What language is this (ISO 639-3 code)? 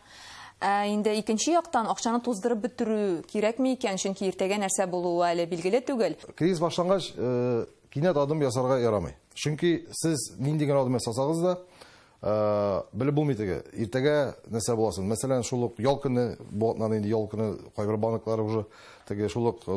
tat